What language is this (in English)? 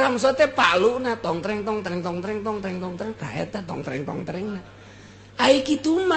Sundanese